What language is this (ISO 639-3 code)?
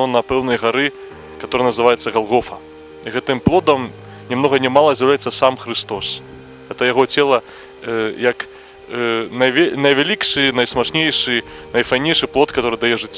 bel